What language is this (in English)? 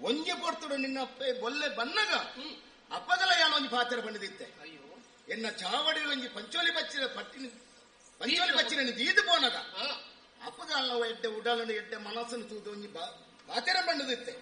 Tulu